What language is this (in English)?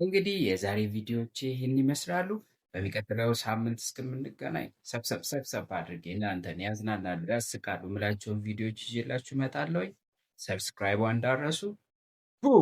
Amharic